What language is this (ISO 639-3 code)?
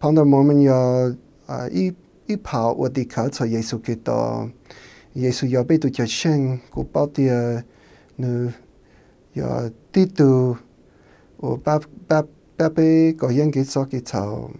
hmn